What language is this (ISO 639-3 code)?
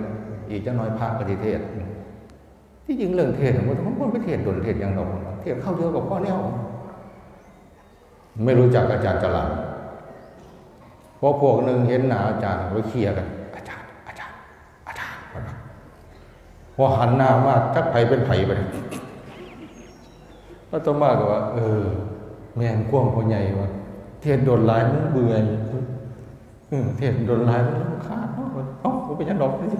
tha